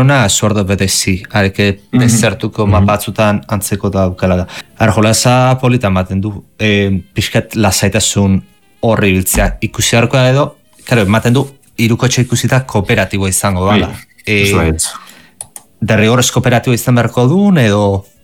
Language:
Basque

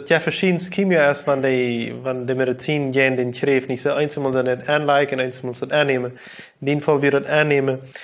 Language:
Plautdietsch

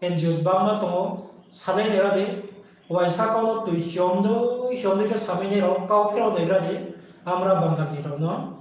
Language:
Riang (India)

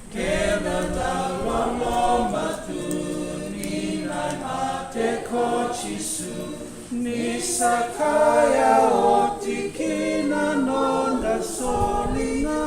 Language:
Fijian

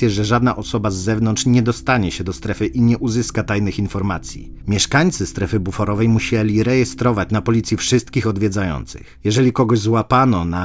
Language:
Polish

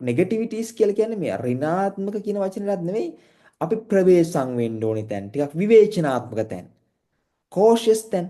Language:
Sinhala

